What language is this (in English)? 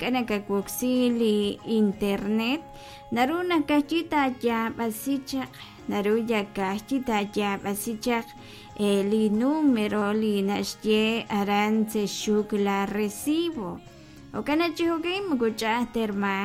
Kekchí